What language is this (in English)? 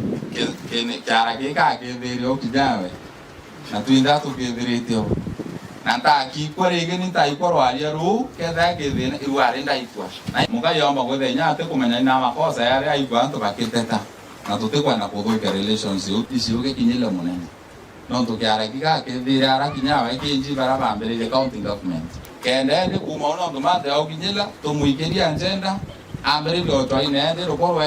Meru